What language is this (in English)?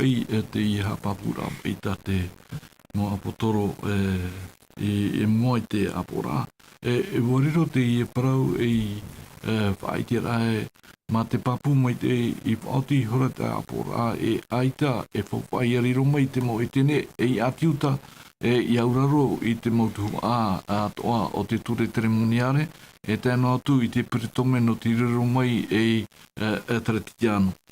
Tahitian